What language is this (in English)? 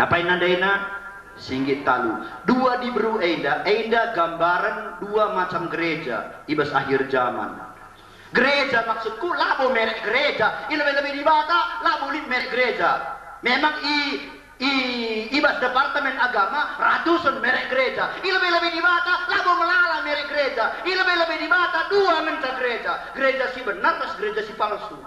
Batak Karo